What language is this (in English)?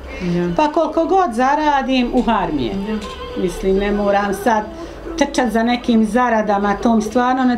Bosnian